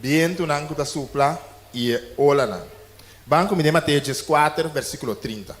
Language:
Papiamento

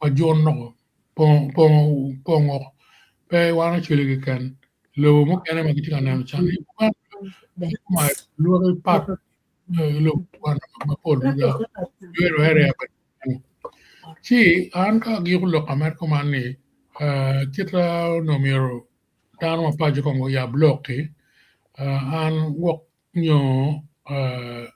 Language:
Acoli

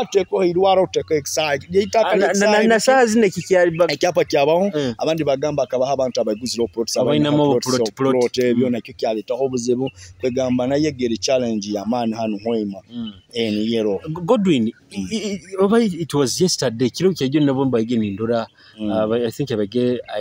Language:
Nyoro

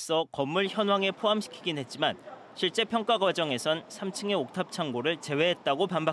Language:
Korean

